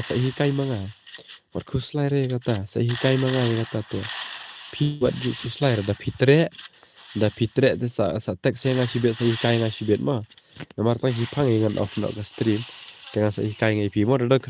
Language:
Khasi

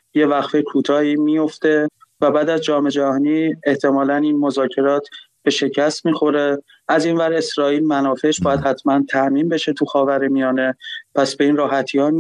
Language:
Persian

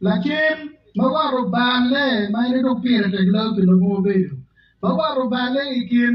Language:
Acoli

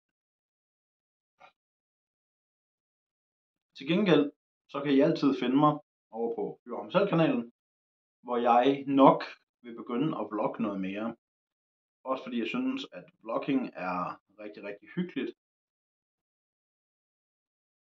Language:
Danish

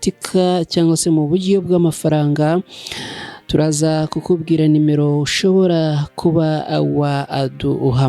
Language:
Kinyarwanda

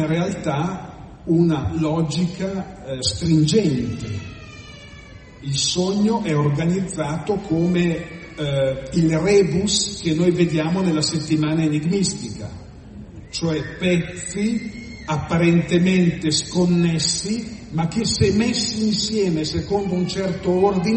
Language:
Italian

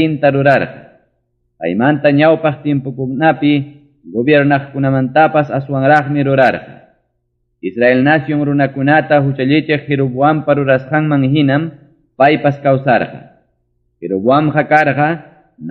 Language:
Ayacucho Quechua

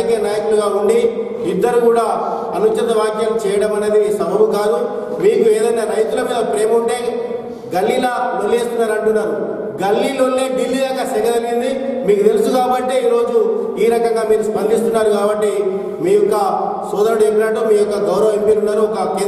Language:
Telugu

